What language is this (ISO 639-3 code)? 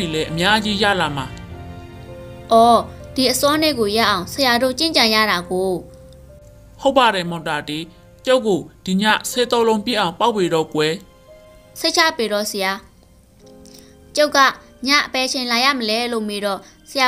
mya